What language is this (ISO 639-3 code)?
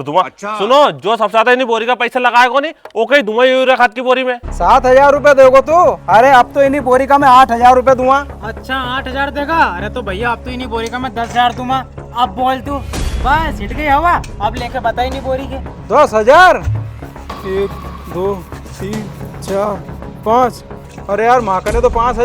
raj